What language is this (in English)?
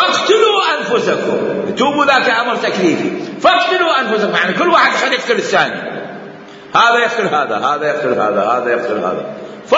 Mesopotamian Arabic